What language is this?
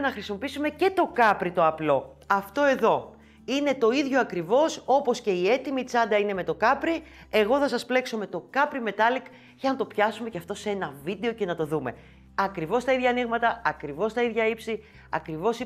Greek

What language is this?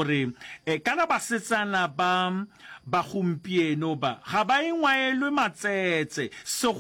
Northern Sotho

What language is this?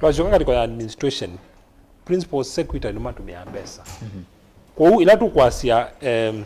Kamba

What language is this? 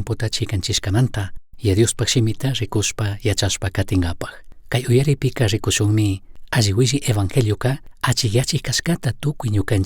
Chimborazo Highland Quichua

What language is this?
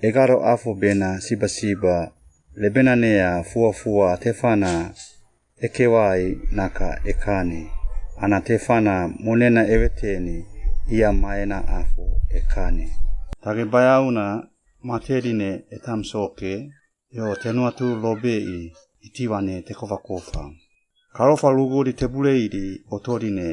Suau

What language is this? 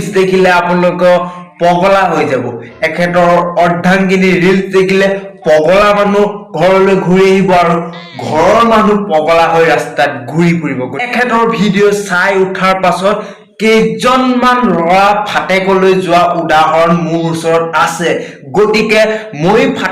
Assamese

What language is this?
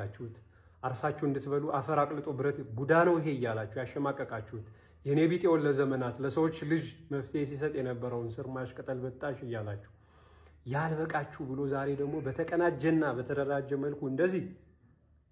Amharic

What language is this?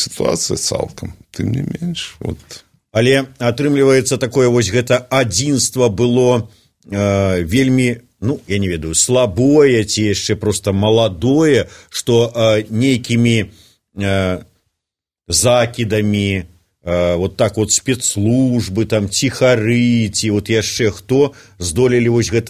Belarusian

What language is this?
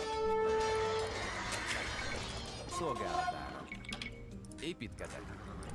Hungarian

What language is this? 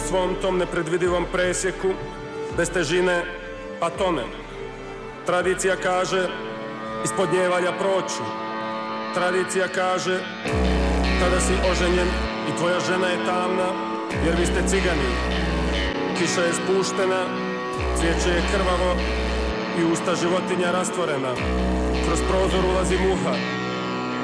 Croatian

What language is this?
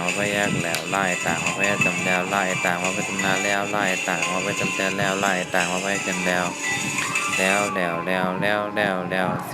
Shan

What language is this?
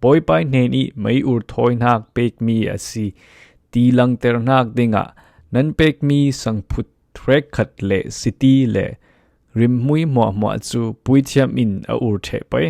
Falam Chin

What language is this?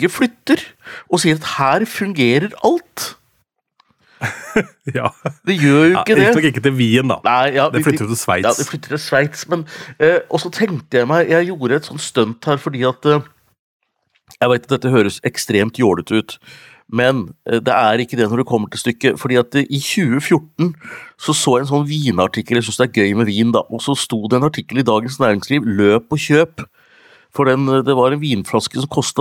Norwegian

